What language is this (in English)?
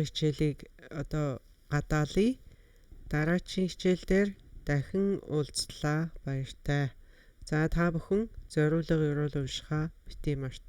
Mongolian